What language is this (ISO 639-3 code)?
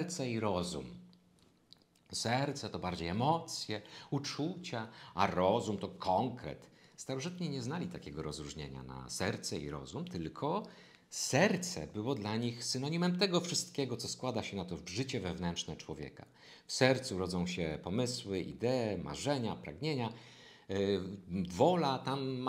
pol